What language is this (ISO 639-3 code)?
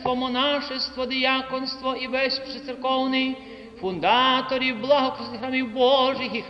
ukr